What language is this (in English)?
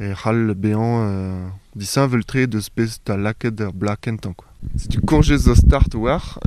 Breton